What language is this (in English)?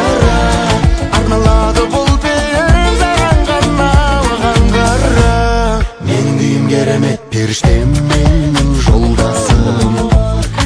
Kazakh